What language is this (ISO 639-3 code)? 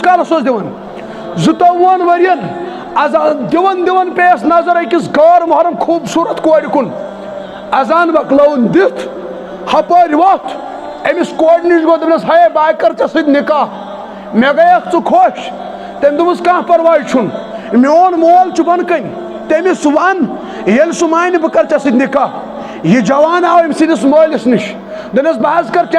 kas